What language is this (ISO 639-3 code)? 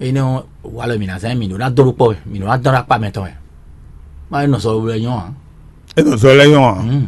fon